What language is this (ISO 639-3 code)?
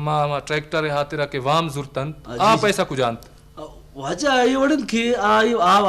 bgp